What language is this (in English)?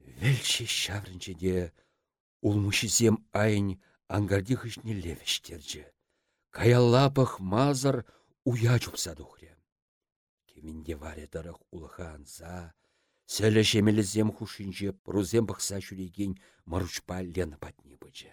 Chuvash